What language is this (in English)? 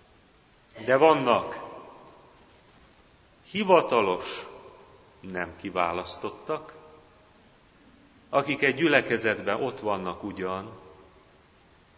Hungarian